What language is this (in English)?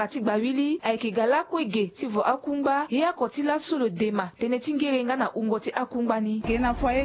Sango